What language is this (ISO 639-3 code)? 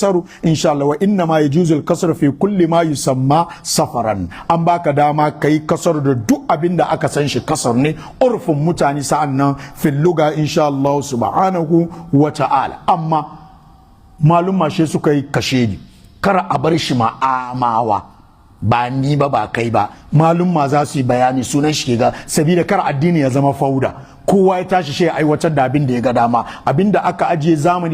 hau